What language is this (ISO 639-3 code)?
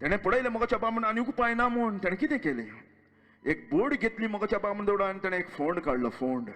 kok